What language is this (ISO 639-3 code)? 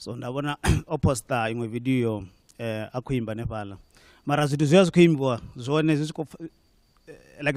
ven